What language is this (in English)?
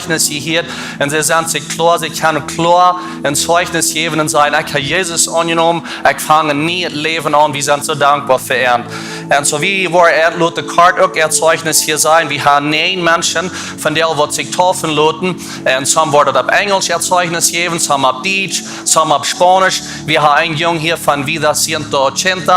Plautdietsch